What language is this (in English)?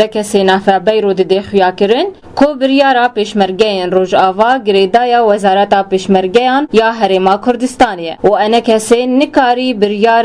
Kurdish